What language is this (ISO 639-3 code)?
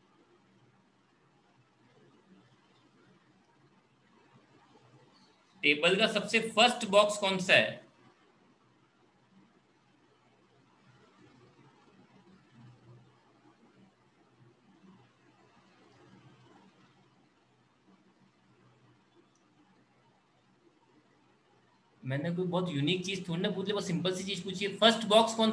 hin